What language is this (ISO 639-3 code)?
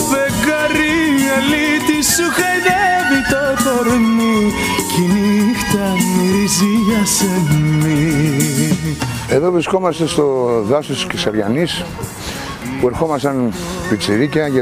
ell